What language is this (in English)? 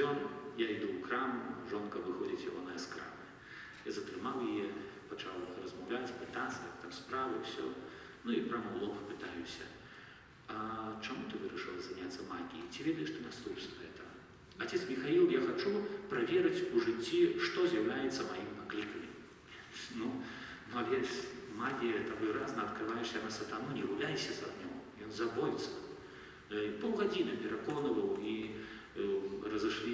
Belarusian